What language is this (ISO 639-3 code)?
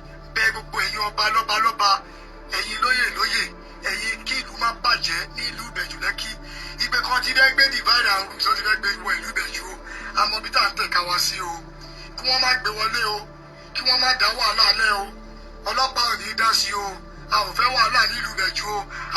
yor